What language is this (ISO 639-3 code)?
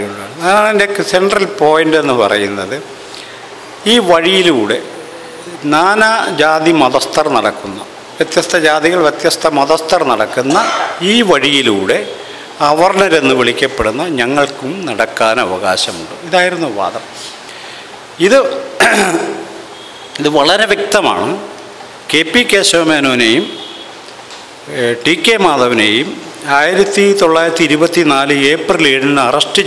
mal